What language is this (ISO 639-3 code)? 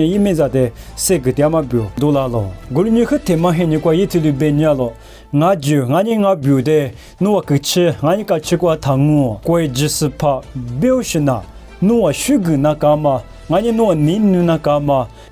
lis